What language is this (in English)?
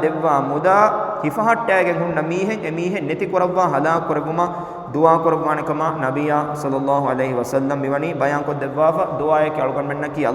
Divehi